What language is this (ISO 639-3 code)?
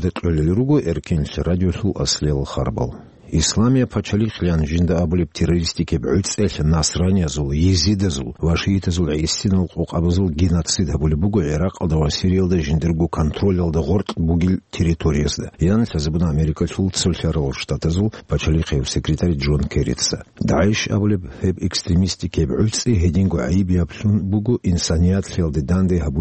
ava